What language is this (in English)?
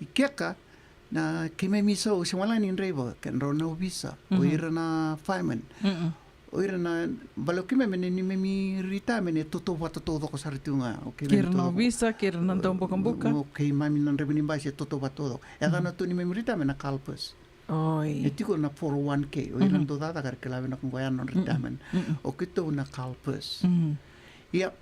Fijian